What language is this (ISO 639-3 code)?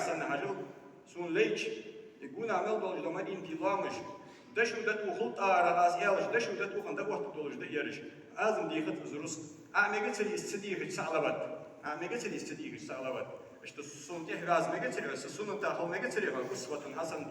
inh